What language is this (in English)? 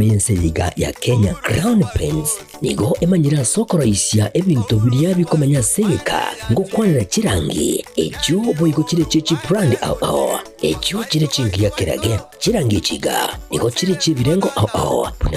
Gusii